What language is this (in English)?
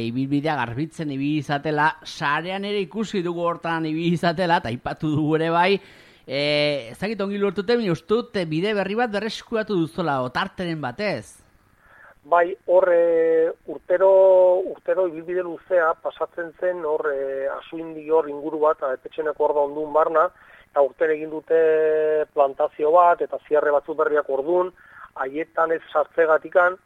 Basque